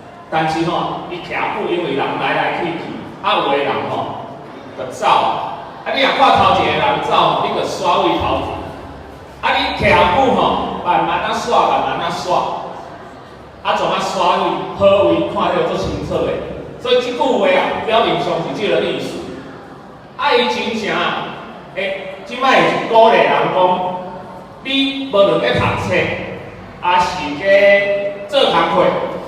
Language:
Min Nan Chinese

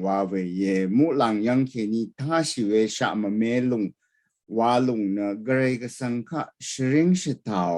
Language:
Rawang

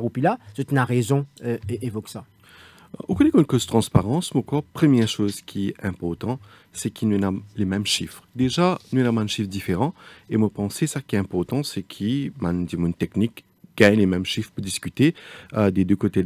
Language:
French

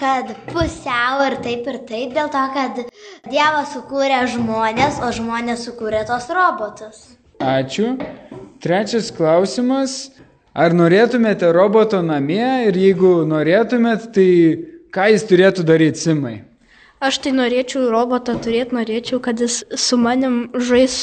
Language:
Lithuanian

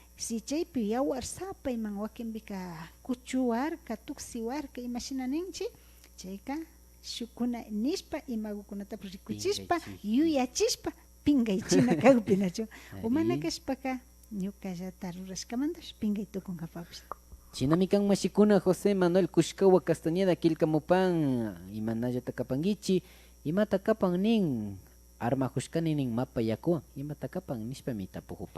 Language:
Imbabura Highland Quichua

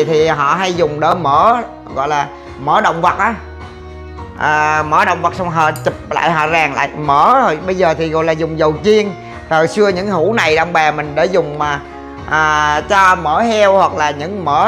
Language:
Vietnamese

